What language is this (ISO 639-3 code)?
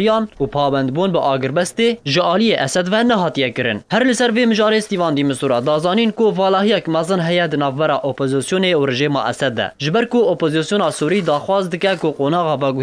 kur